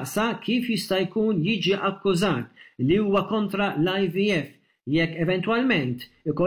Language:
Maltese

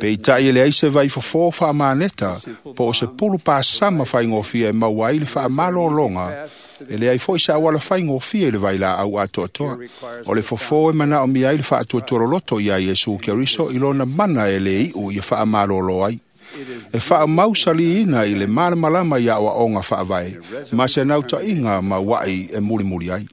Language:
Samoan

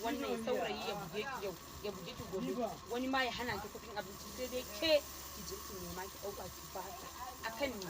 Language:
Hausa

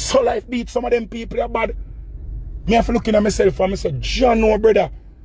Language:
Jamaican Creole English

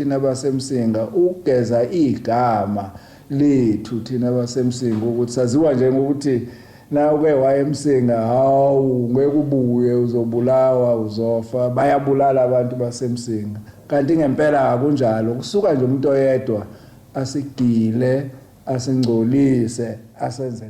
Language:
Zulu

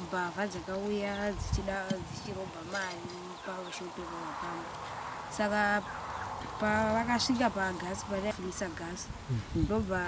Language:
Shona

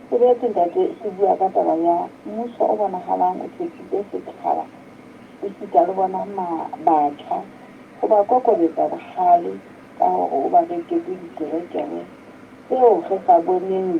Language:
Southern Sotho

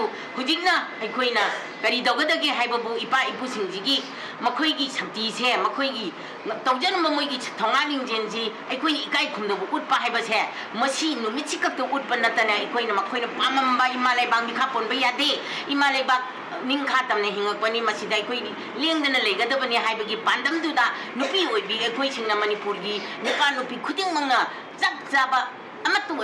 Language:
Manipuri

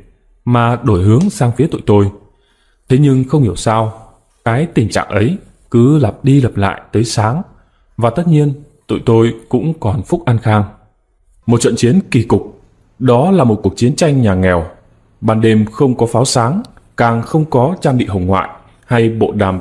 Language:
Vietnamese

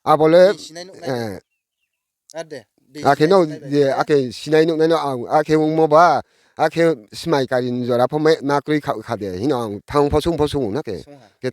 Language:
Riang (India)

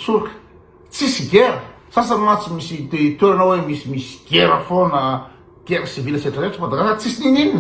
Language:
Malagasy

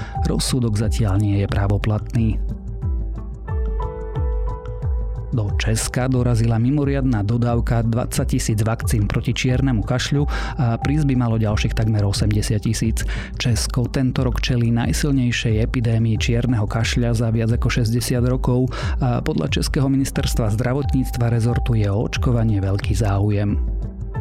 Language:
Slovak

